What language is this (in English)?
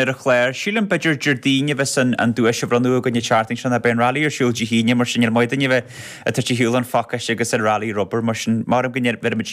Irish